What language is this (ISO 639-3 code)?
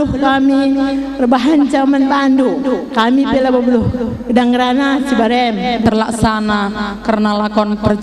btx